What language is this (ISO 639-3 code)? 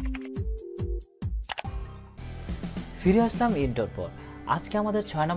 ben